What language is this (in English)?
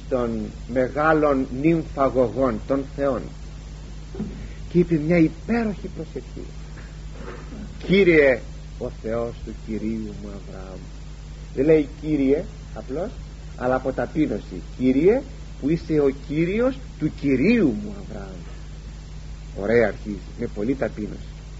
Greek